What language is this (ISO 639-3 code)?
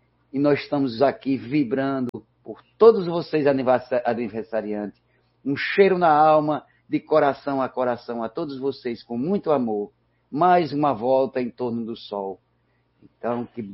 por